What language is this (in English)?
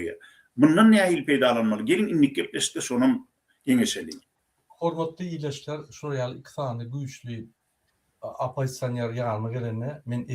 Turkmen